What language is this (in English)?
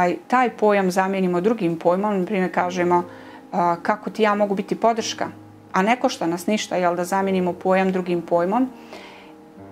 Bosnian